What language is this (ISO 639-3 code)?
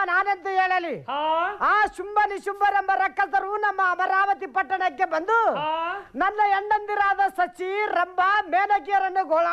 kan